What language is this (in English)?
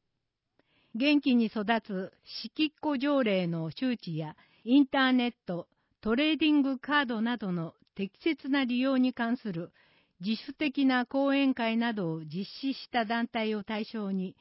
Japanese